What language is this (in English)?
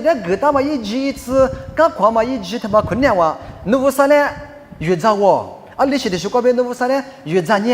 Lisu